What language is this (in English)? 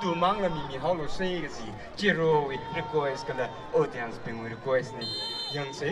Tangkhul Naga (India)